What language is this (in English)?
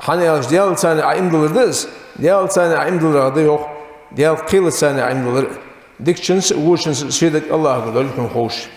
Ingush